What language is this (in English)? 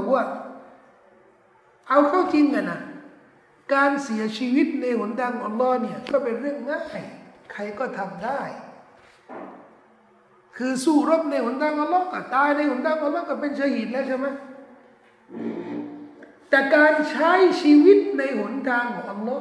Thai